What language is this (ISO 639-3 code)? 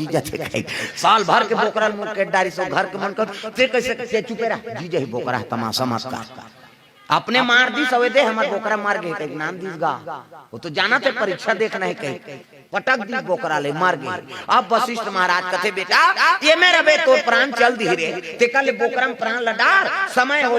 hne